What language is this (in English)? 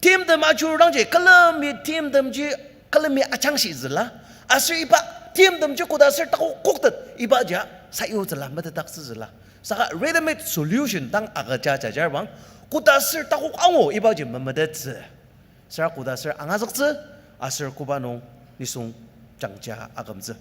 Ao Naga